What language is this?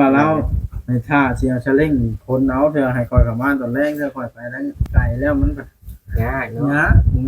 Lao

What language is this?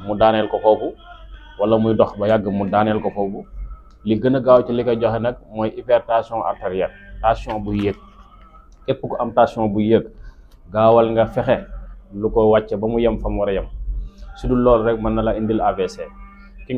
Wolof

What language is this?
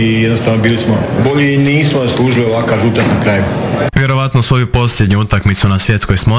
Croatian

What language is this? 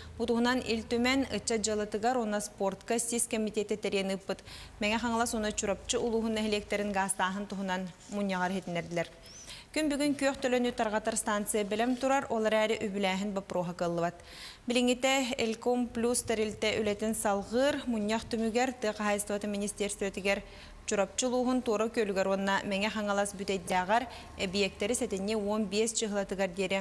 Yakut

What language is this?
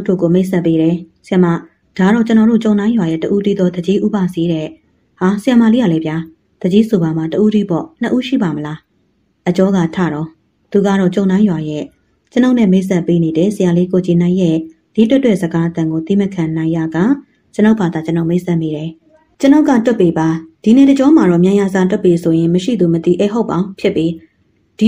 Burmese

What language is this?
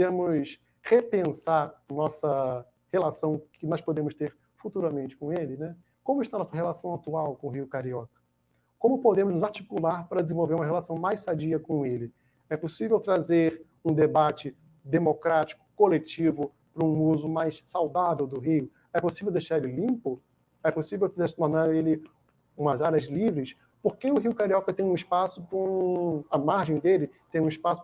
Portuguese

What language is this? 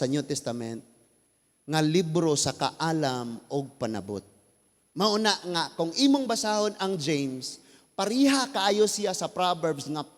Cebuano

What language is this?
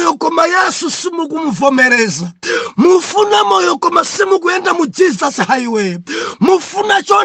Nyanja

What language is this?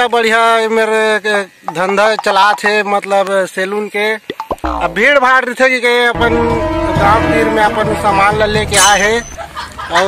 Chhattisgarhi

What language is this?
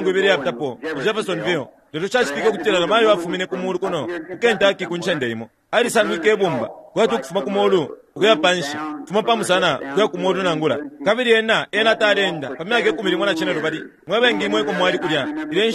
Bemba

